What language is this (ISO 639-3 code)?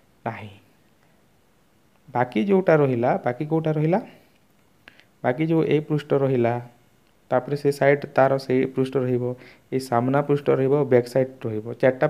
ori